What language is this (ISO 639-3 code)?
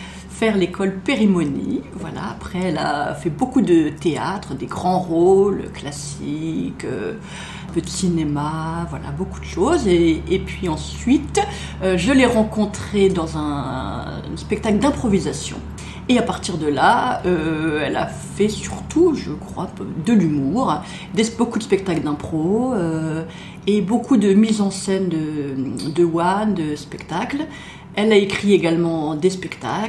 fra